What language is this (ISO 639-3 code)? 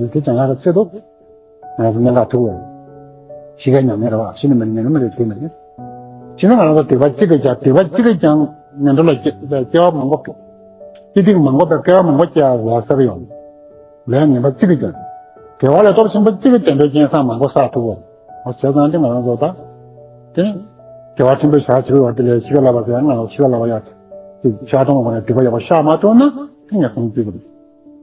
bod